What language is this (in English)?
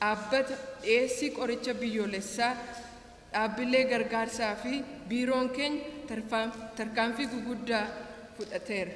Oromo